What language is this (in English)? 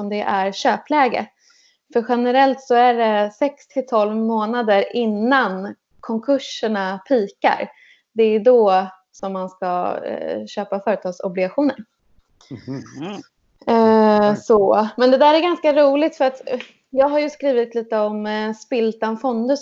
Swedish